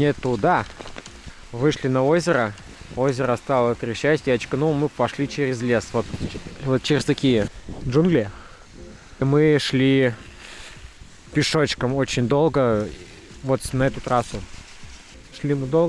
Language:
Russian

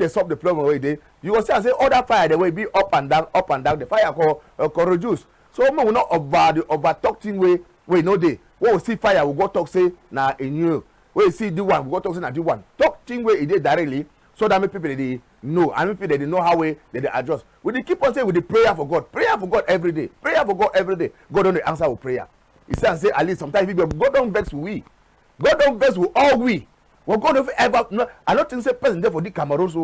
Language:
Cameroon Pidgin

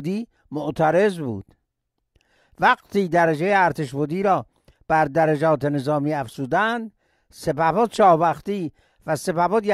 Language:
Persian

